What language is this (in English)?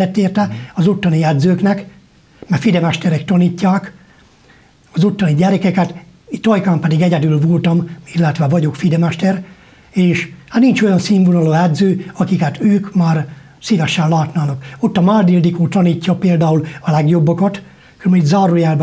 Hungarian